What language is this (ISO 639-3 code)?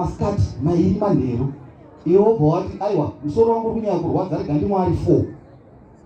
sna